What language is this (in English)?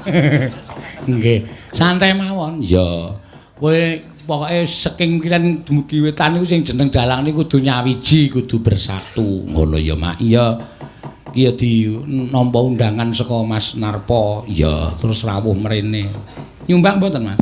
Javanese